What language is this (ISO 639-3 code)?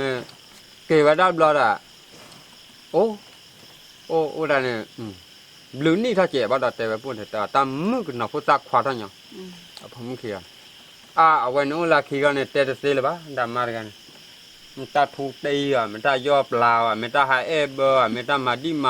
ksw